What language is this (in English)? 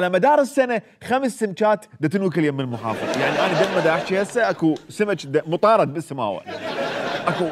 Mesopotamian Arabic